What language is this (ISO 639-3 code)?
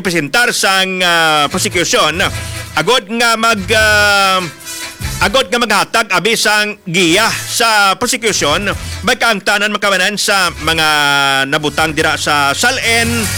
hil